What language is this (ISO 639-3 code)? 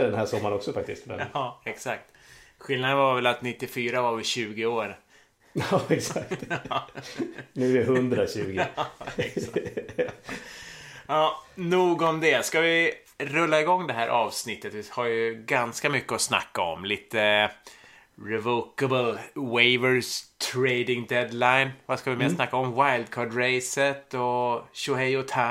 swe